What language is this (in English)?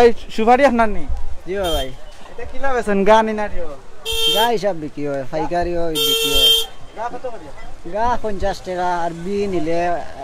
Sylheti